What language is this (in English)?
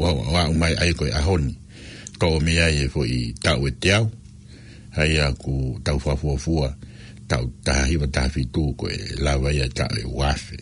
Tongan